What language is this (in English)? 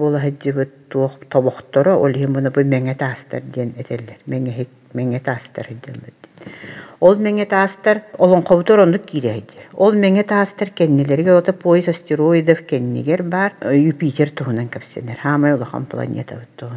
Yakut